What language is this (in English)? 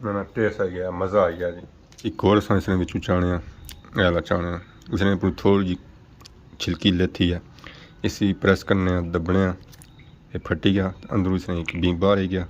Pahari-Potwari